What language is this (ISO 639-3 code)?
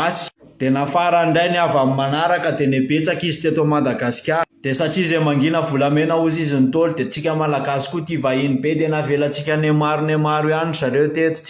mlg